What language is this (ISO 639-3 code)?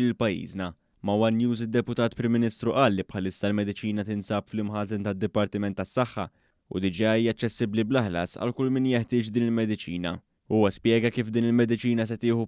mlt